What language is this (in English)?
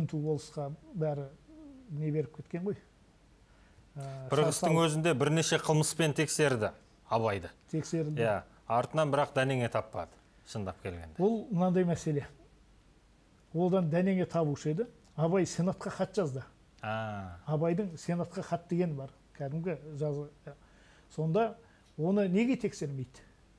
Kazakh